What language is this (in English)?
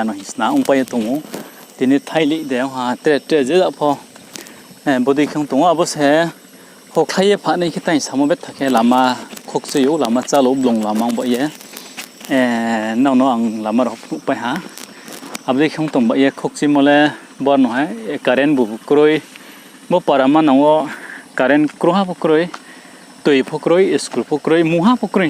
Riang (India)